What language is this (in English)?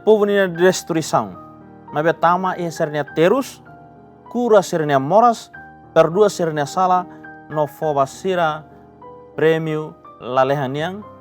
Tetum